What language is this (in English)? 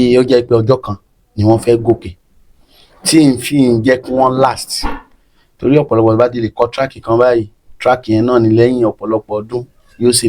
Yoruba